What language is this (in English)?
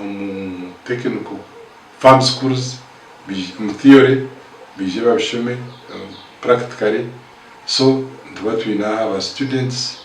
Nyankole